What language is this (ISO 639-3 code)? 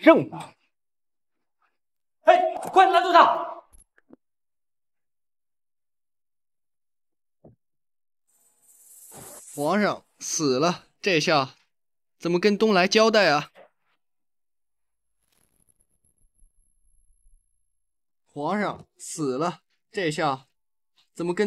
zho